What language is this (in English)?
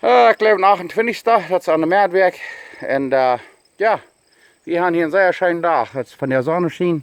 Plautdietsch